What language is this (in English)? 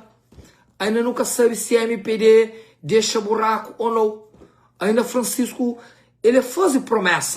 Kabuverdianu